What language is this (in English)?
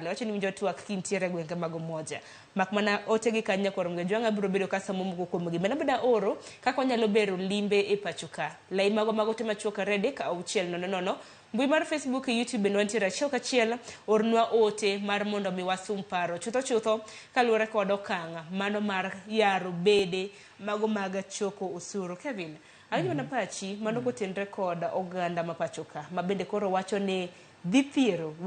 Luo (Kenya and Tanzania)